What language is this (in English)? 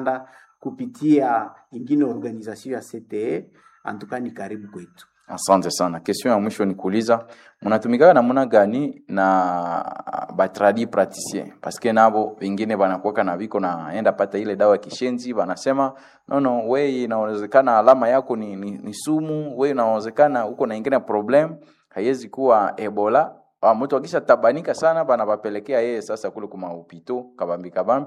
Swahili